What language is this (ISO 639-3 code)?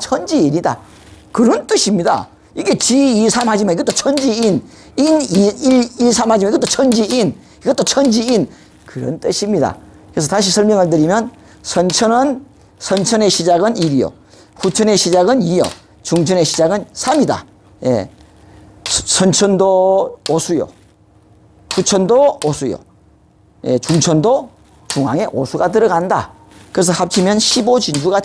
kor